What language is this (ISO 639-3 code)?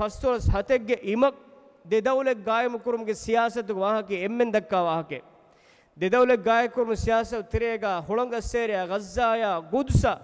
div